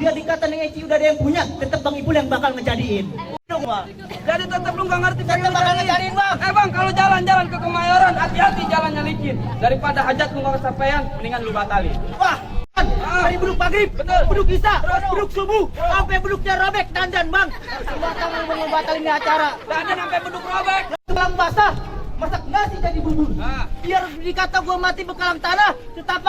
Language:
Betawi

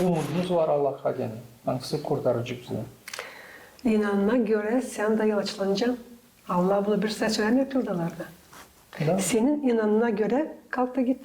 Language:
Gagauz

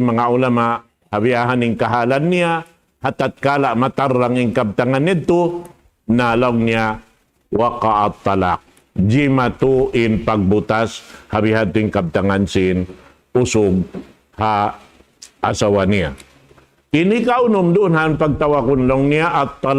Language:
Tausug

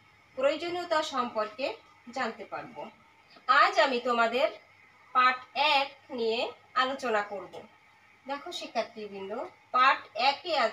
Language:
Bangla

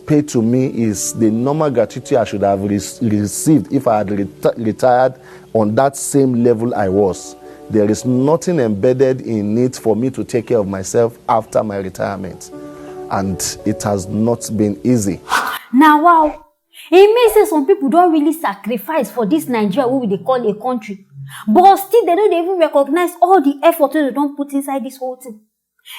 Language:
Nigerian Pidgin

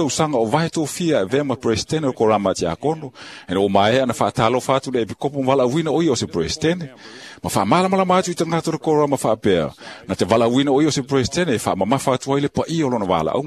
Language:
Samoan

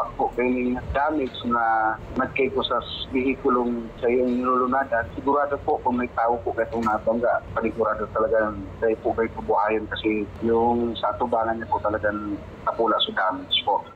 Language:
Bikol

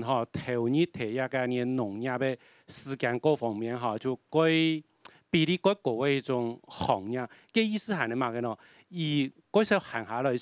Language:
Hakka Chinese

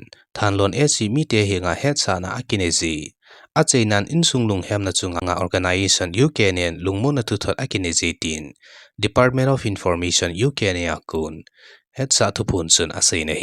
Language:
Thado Chin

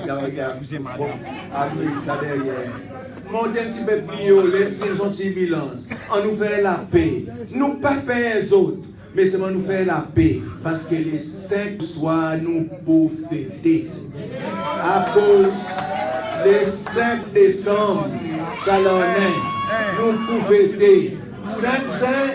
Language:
Seselwa Creole French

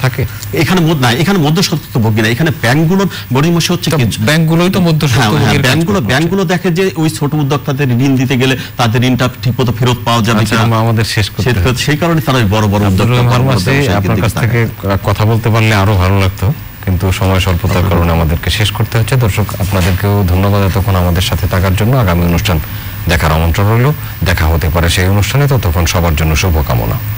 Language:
Bangla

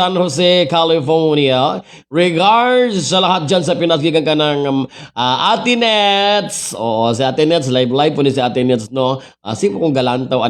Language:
Cebuano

